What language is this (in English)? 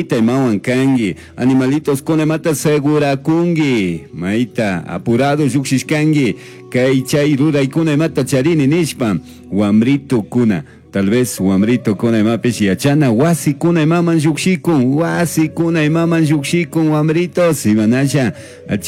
Chimborazo Highland Quichua